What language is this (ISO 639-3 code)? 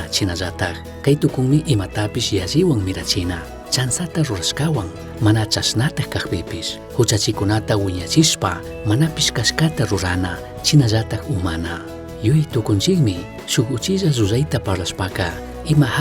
qug